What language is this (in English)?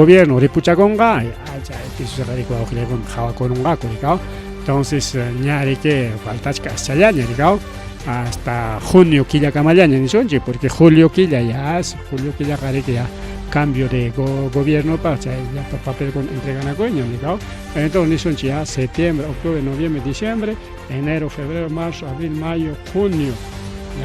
Ayacucho Quechua